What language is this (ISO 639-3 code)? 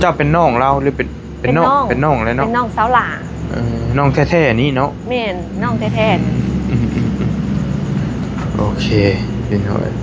tts